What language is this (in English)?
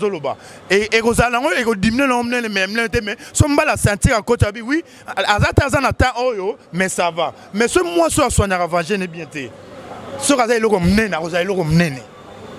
Lingala